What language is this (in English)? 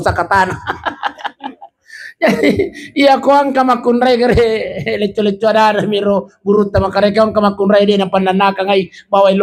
Buginese